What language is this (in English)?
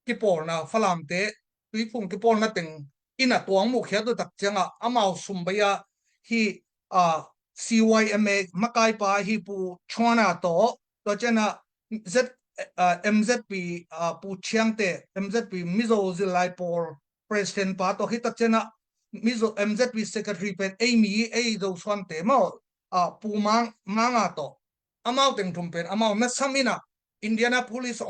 Tedim Chin